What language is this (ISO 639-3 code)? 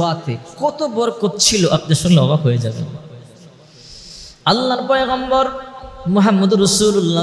ben